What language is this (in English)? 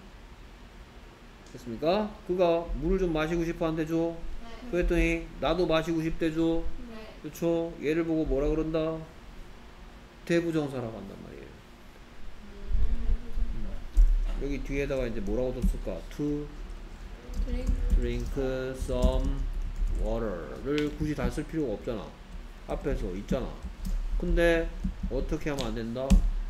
Korean